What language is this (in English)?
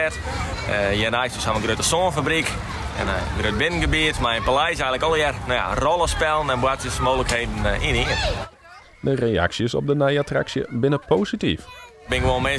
Western Frisian